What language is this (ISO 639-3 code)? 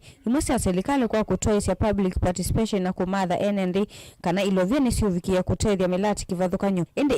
kam